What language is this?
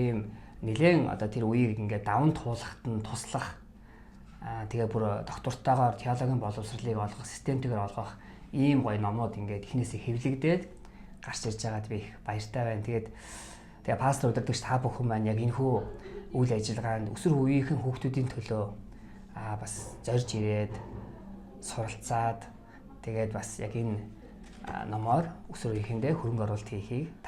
Mongolian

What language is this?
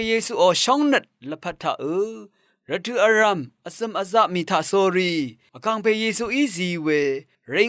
Rawang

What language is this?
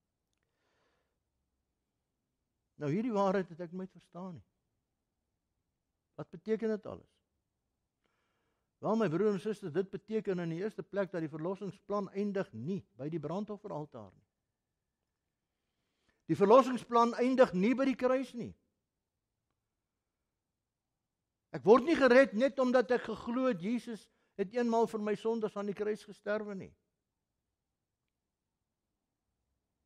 Afrikaans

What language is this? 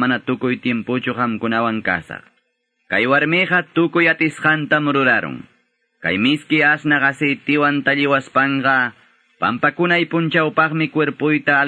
Quechua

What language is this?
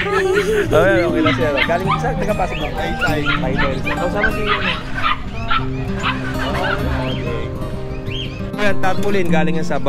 Filipino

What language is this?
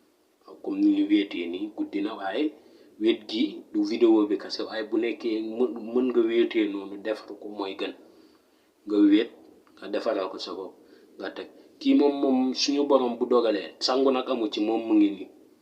Wolof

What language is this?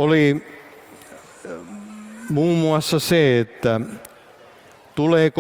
Finnish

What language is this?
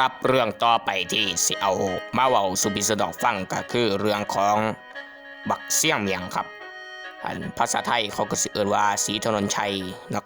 Northeastern Thai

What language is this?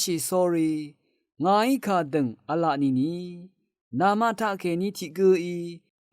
Rawang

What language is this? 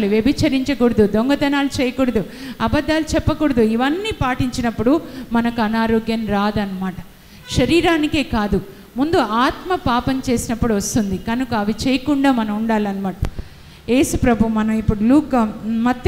Telugu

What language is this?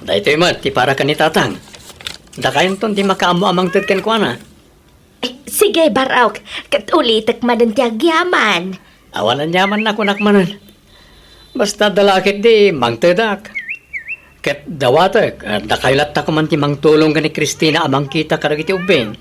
Iloko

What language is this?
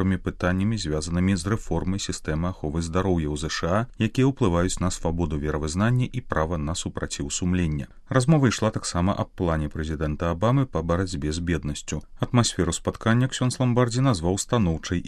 Belarusian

